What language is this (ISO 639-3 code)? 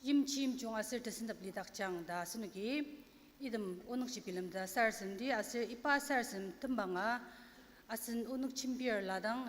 njo